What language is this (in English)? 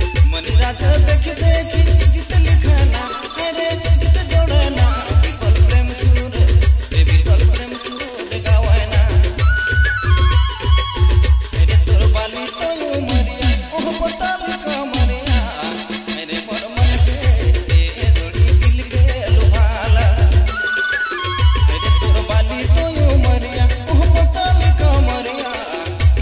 Sadri